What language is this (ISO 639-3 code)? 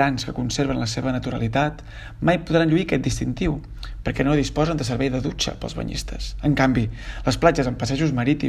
cat